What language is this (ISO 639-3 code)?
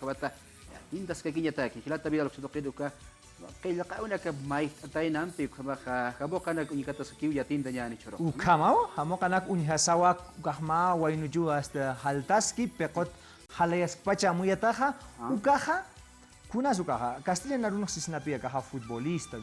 aym